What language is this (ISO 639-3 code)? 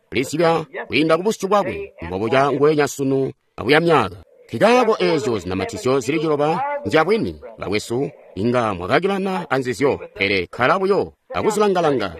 toi